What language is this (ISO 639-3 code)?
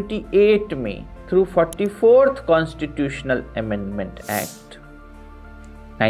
hin